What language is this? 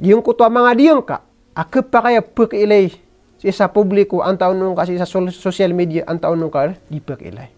Maranao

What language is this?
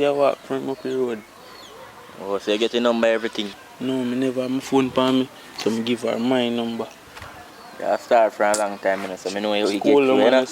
Jamaican Creole English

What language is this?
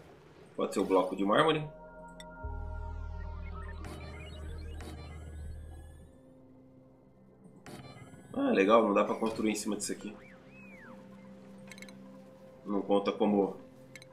Portuguese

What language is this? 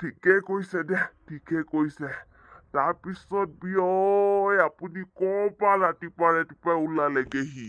Assamese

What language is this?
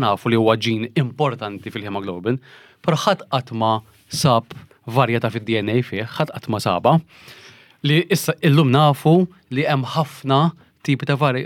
Maltese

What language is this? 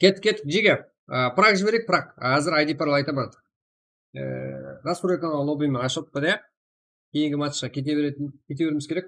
Kara-Kalpak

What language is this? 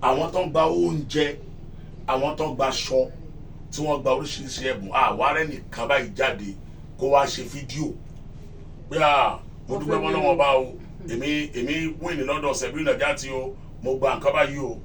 Yoruba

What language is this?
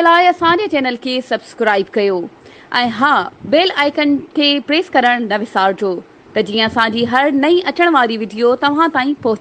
Sindhi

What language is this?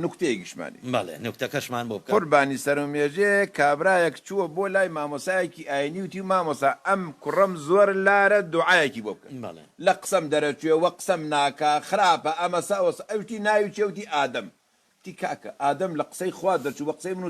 Central Kurdish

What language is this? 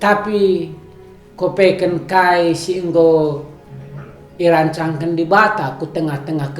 Batak Karo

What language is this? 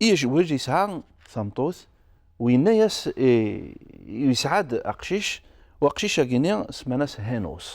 Kabyle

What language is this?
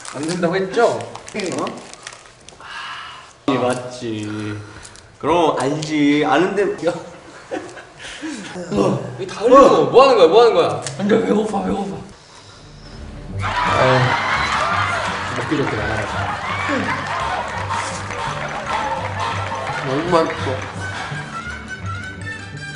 Korean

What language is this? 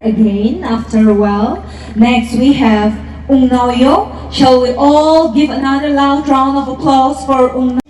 Tangkhul Naga (India)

